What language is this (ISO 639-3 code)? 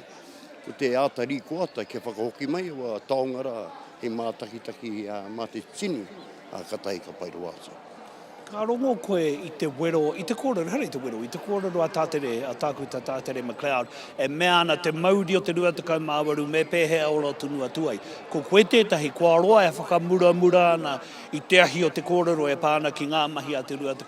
mri